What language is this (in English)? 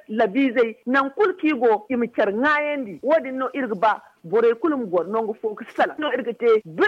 Zarma